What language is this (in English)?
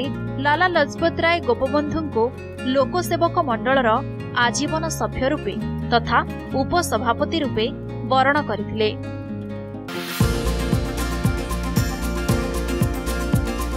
Odia